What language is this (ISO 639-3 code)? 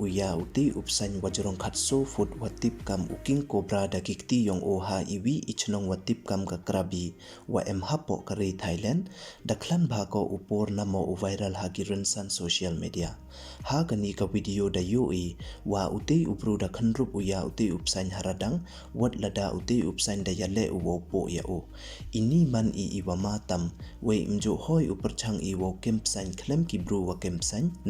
pbv